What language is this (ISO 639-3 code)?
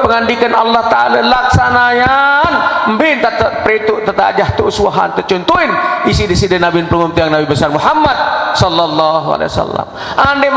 sas